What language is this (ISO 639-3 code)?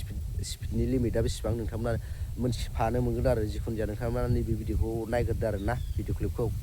brx